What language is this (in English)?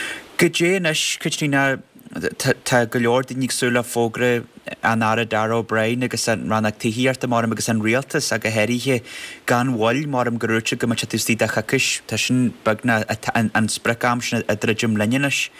Irish